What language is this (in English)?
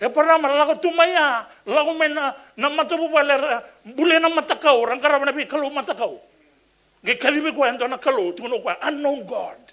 Fijian